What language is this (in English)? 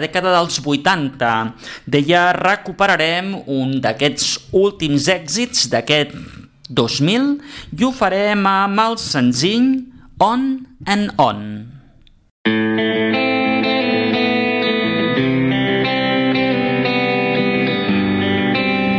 Catalan